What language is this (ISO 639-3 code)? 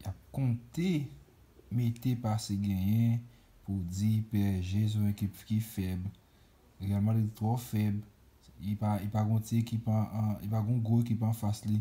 hat